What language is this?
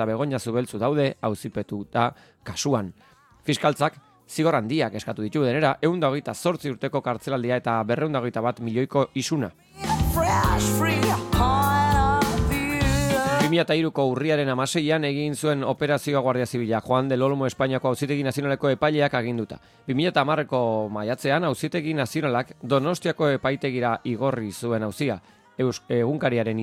Basque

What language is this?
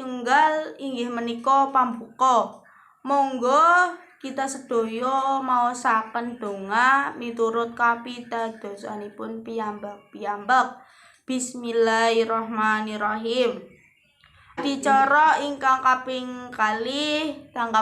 Javanese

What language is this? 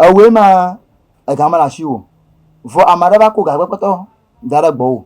Ewe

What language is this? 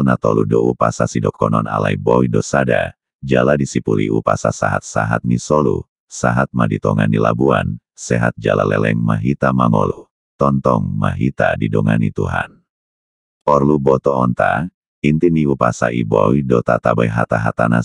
Batak Toba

